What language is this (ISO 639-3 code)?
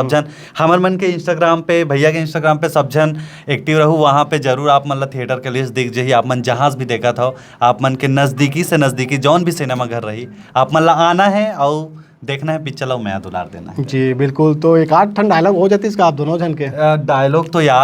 hne